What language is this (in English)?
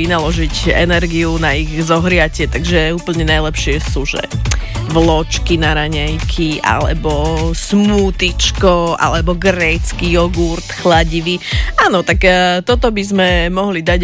Slovak